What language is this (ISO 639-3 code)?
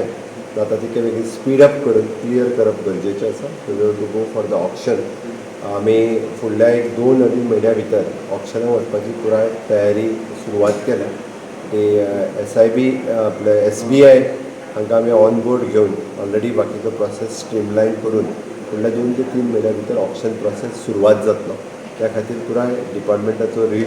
kok